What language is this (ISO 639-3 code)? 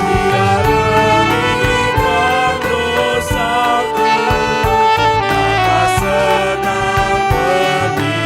btx